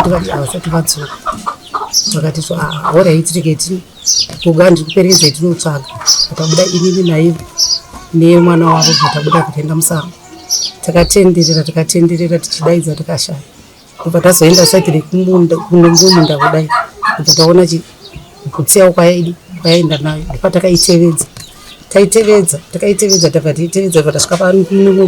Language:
Shona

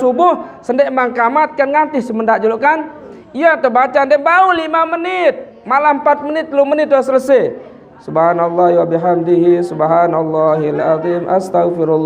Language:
Sasak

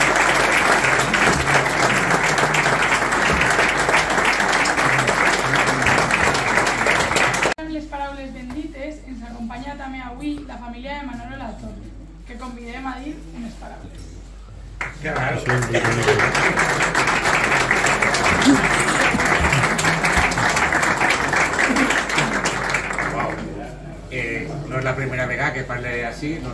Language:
Catalan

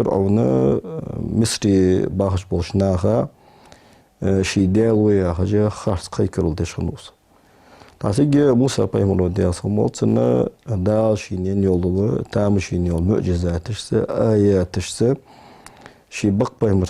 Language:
Ingush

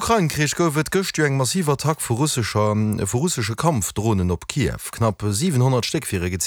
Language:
Luxembourgish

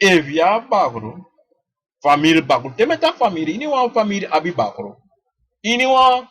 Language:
Sranan Tongo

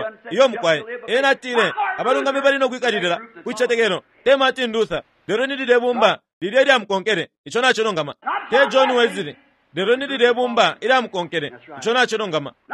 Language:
Bemba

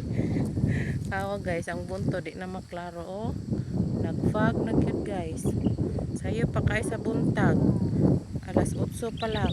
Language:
Cebuano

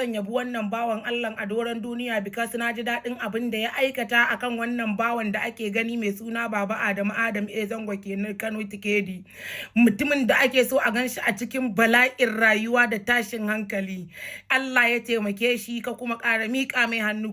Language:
Hausa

